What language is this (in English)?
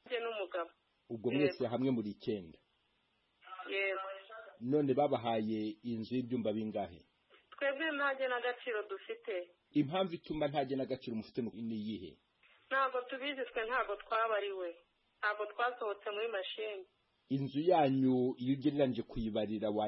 Kinyarwanda